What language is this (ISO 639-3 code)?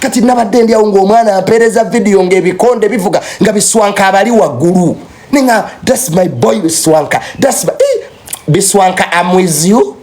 lug